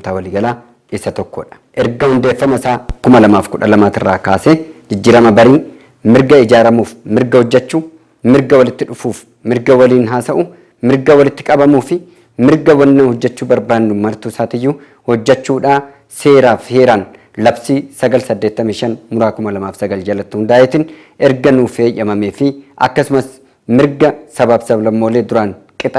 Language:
Oromo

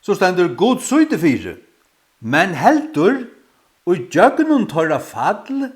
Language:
Faroese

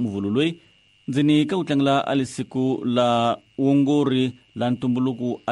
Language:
Tsonga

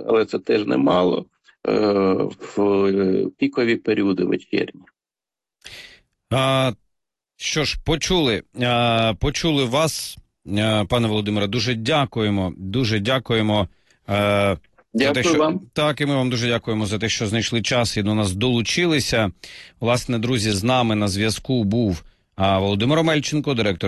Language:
Ukrainian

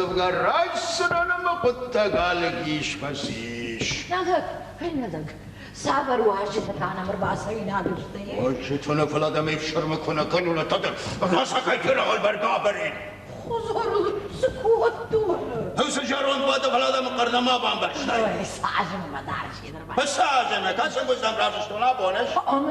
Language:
Ossetic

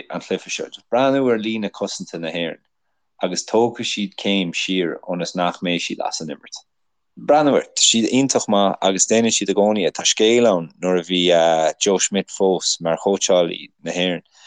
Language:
Irish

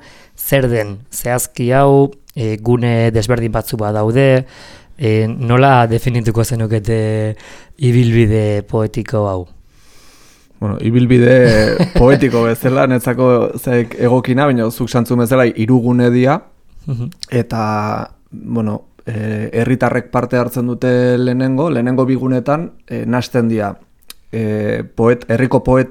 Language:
Basque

